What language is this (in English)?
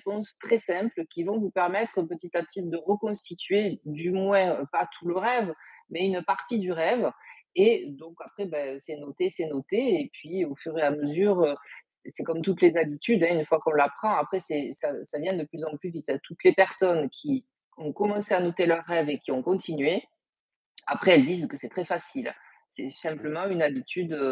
French